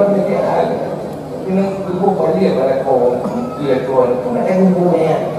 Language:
Achinese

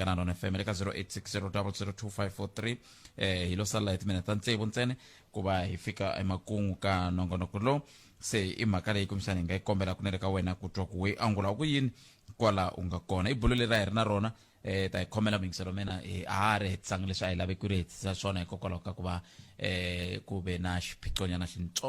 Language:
Tsonga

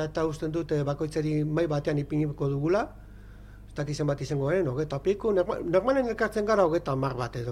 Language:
Basque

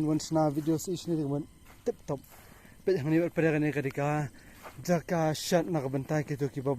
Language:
Khasi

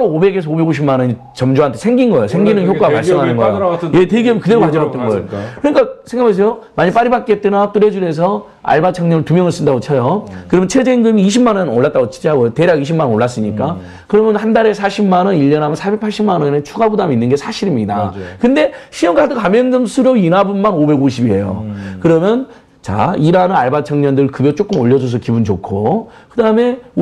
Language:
Korean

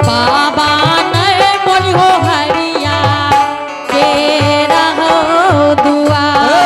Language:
Angika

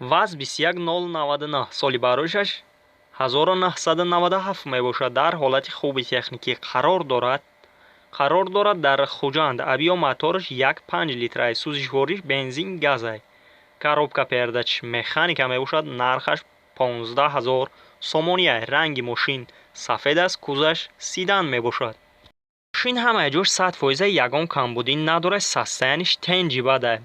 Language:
Tajik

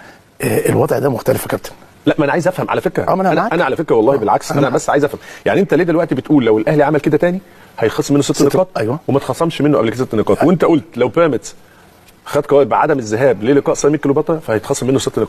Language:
Egyptian Arabic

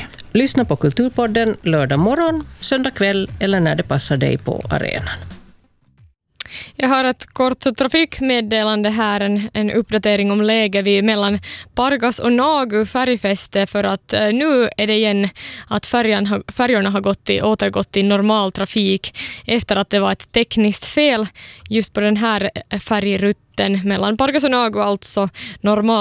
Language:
Swedish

